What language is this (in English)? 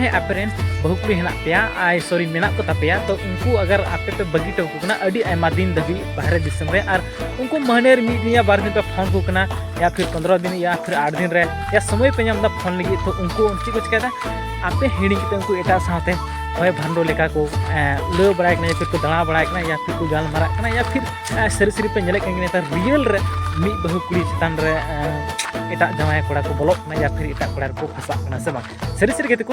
Santali